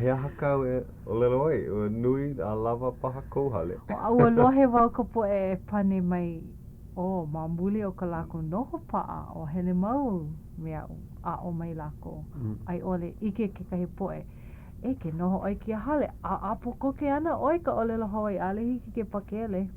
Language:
Hawaiian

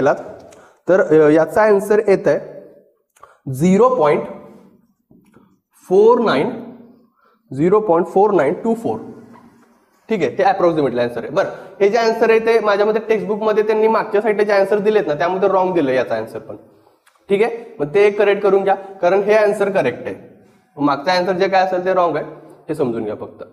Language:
Marathi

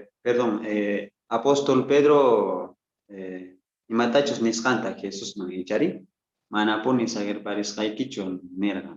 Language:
South Bolivian Quechua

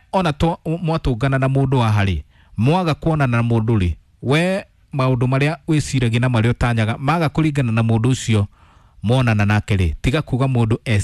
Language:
Kikuyu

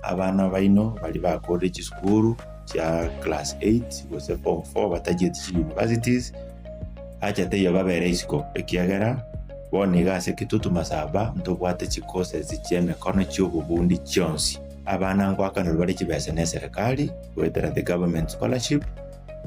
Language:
Gusii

